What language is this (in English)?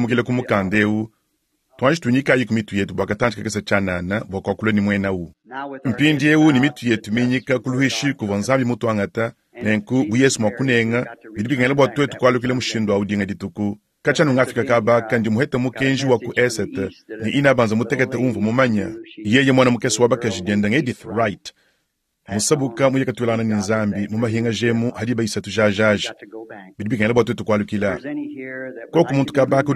Luba-Lulua